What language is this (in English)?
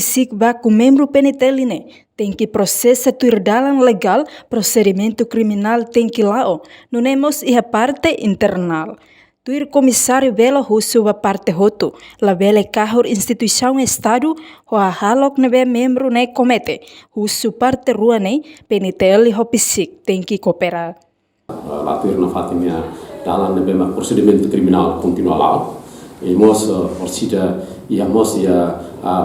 Tetum